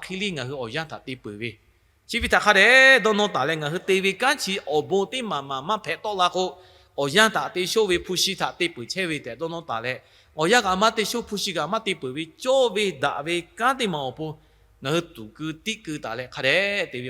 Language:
Lahu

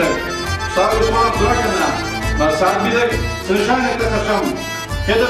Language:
Ossetic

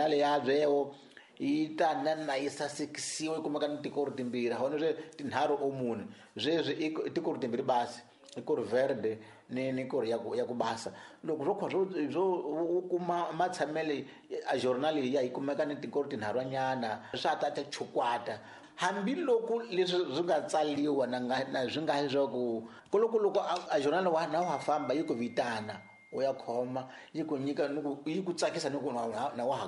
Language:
Tsonga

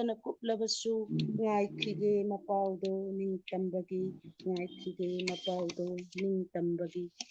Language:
Manipuri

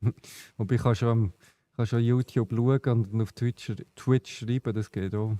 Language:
Swiss German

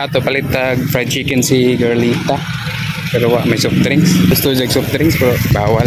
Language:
Cebuano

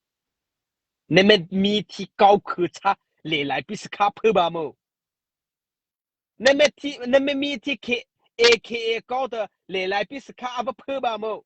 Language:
Mara Chin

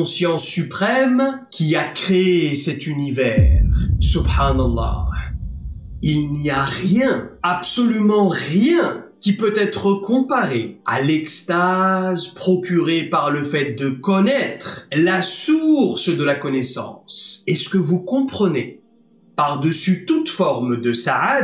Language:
French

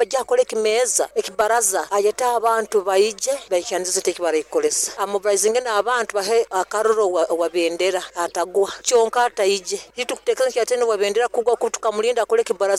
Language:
Nyoro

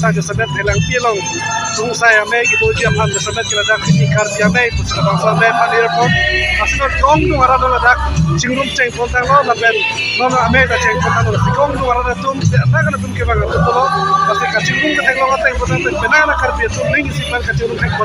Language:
Karbi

